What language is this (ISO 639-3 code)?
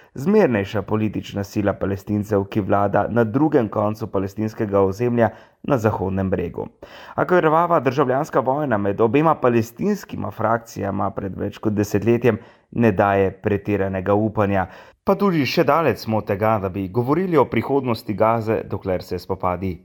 slv